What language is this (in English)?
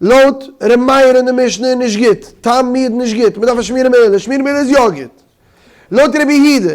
Yiddish